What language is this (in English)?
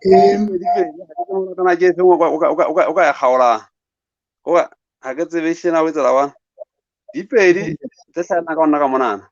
Southern Sotho